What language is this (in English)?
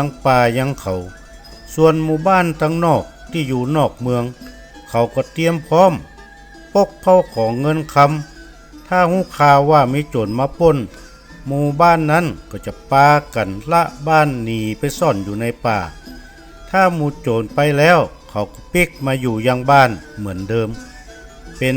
Northern Thai